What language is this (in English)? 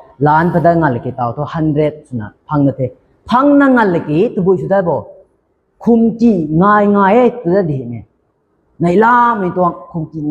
Rongmei Naga